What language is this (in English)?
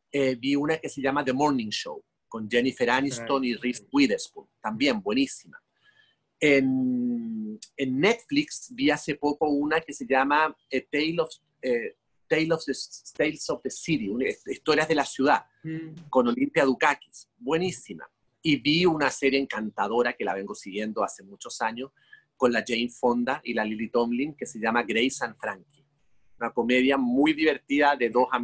Spanish